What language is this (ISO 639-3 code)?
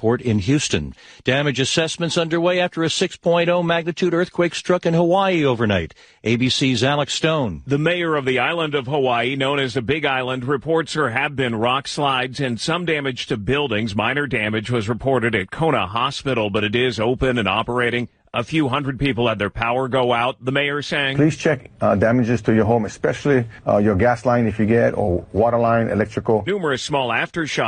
eng